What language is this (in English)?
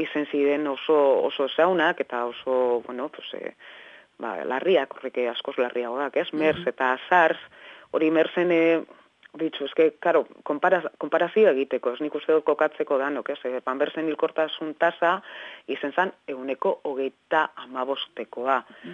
Basque